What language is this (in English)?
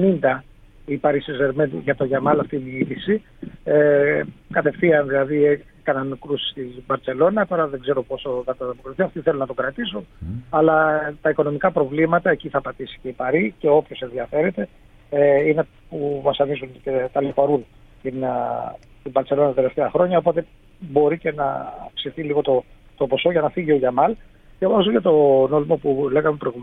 Greek